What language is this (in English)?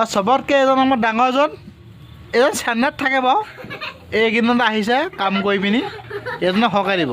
Assamese